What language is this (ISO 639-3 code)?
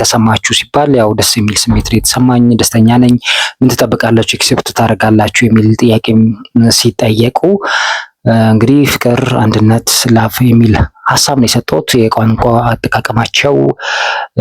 amh